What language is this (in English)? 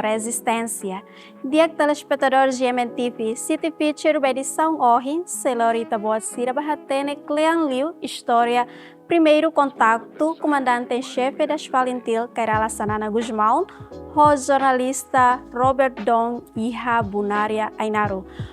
Tetum